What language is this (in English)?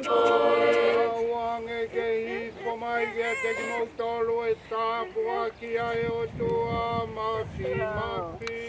Tongan